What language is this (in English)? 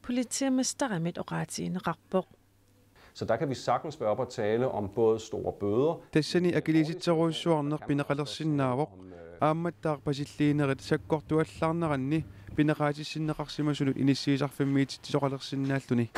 Kalaallisut